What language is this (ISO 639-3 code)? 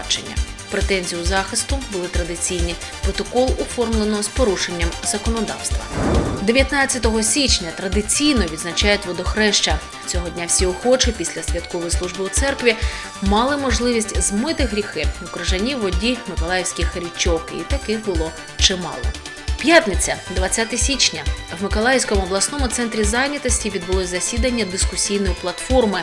ukr